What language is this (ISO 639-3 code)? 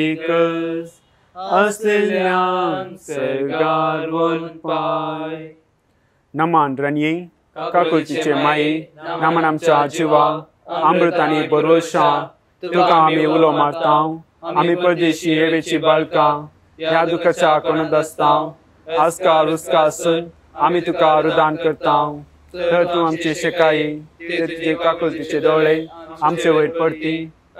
kok